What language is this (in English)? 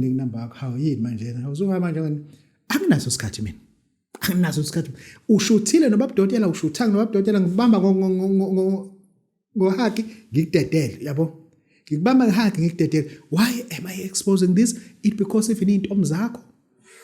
Zulu